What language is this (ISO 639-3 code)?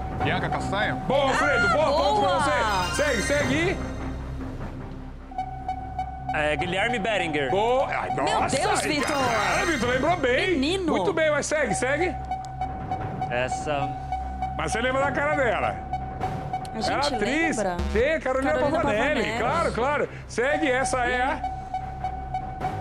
por